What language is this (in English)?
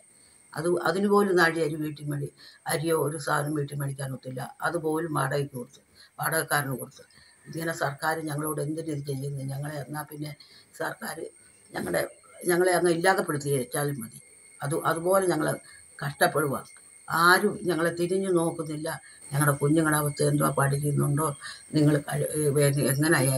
Malayalam